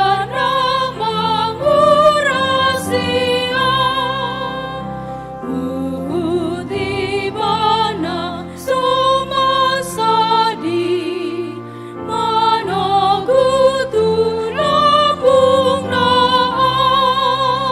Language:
Batak Toba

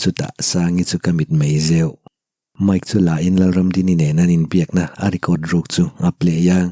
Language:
Mizo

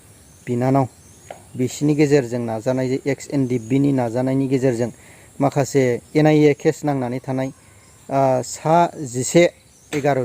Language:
Bodo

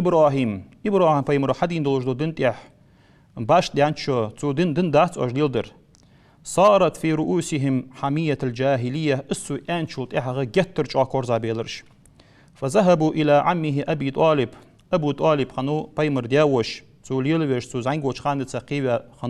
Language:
Ingush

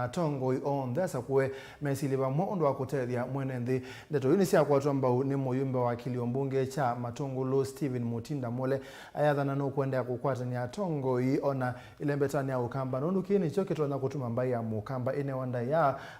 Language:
Kamba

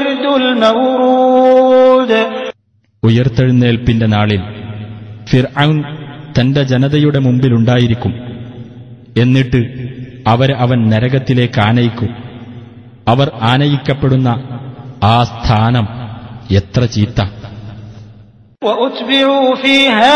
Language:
Malayalam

